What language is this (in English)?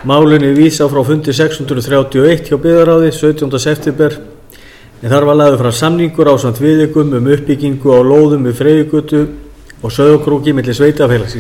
Icelandic